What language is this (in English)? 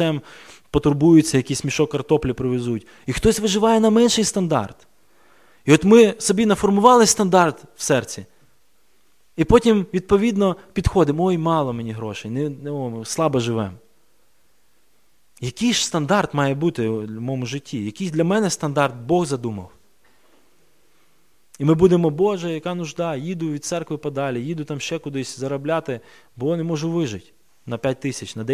Ukrainian